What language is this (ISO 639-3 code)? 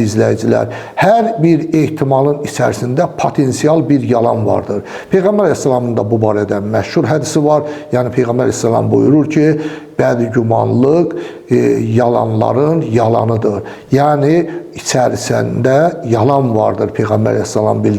aze